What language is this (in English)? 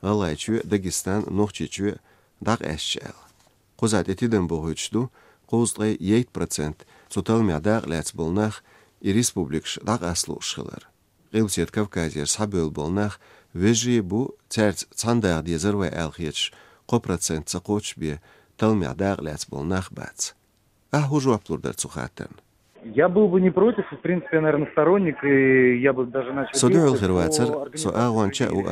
Chechen